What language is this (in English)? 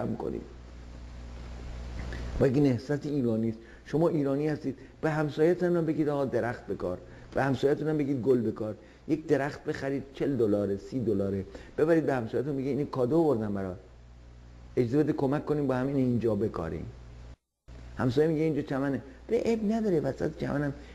Persian